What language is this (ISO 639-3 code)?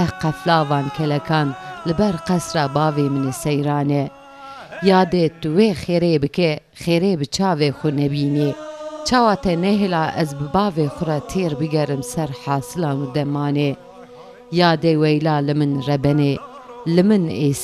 kur